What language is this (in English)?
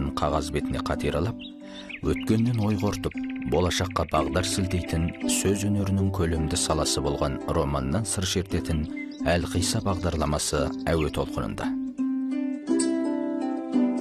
Kazakh